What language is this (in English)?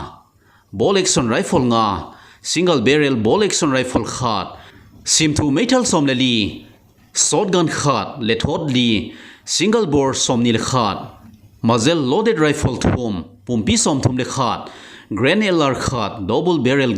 Thado Chin